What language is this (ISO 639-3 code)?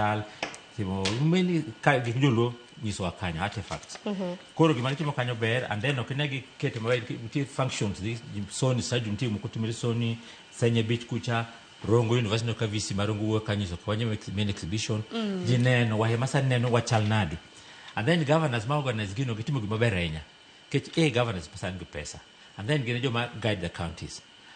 luo